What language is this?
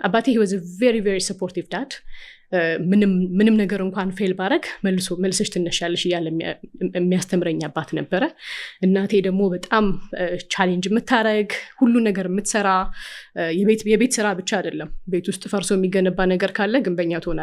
Amharic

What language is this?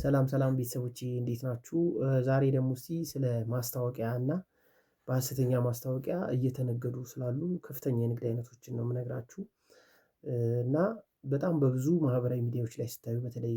Amharic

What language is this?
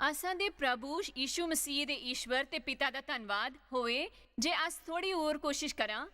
Dogri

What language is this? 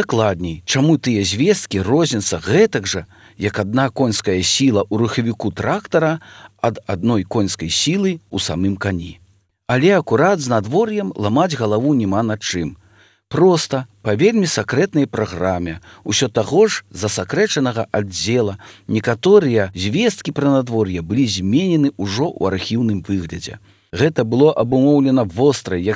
Belarusian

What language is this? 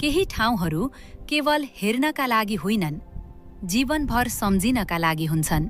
Nepali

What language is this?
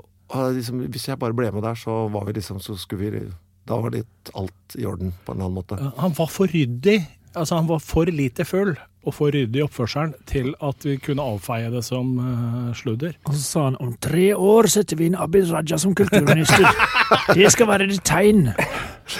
Norwegian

